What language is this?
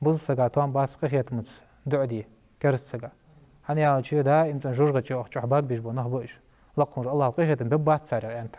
Ingush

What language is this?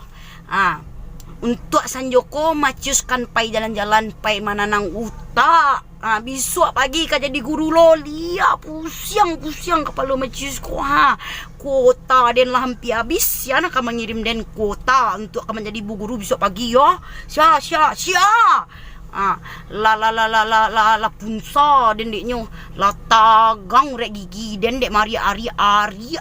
Minangkabau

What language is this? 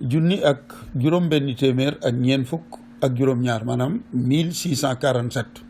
Wolof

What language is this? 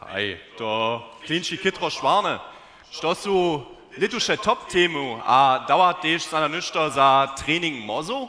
Upper Sorbian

